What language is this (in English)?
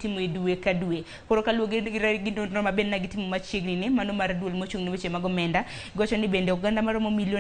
Luo (Kenya and Tanzania)